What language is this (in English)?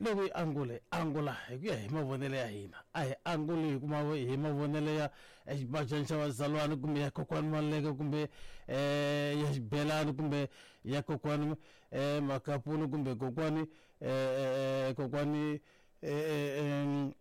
Tsonga